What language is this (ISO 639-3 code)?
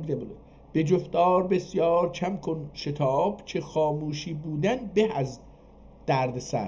azb